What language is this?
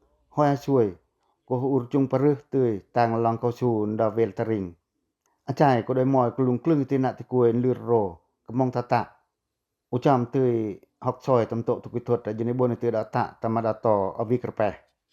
Pacoh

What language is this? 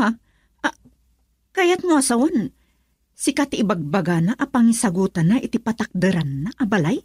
Iloko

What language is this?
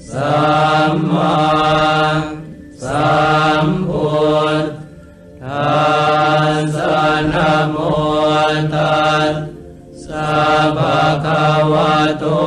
Pali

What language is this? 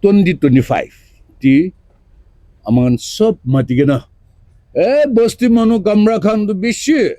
Naga Pidgin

